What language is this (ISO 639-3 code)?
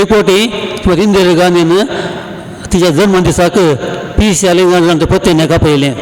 kok